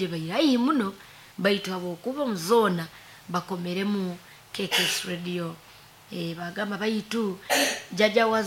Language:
Nyoro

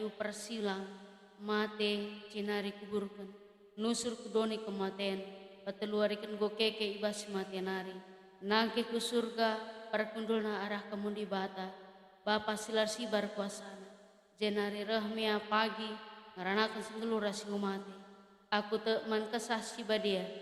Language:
Batak Karo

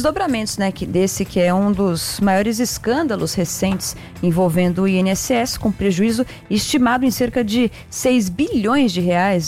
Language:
Portuguese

